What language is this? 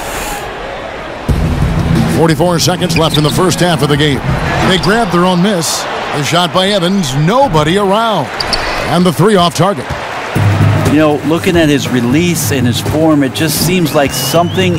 English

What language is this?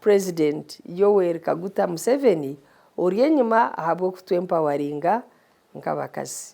Nyankole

